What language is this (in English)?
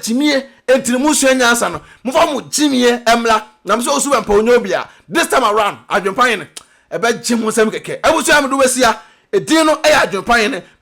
Akan